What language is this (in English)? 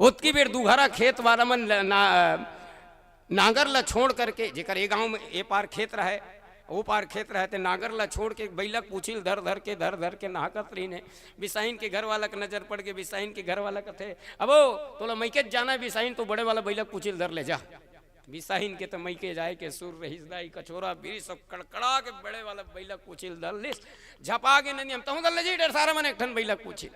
Chhattisgarhi